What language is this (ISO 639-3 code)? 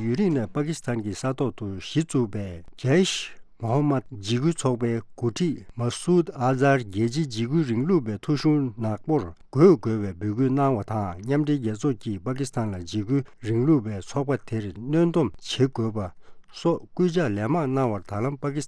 bod